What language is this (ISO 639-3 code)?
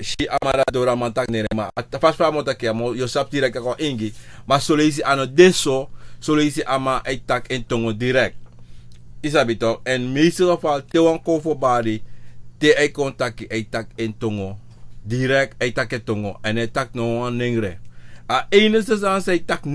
srn